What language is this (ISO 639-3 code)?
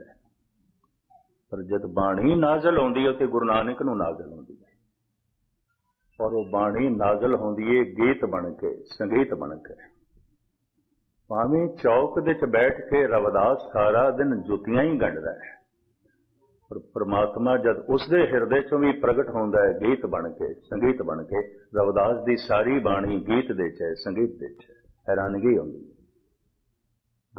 pan